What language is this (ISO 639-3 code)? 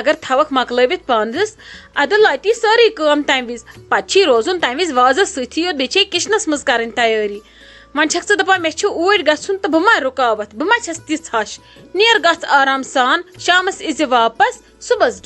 kas